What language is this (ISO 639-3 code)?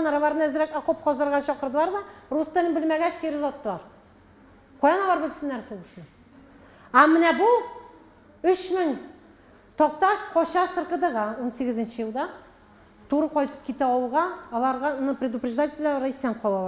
tat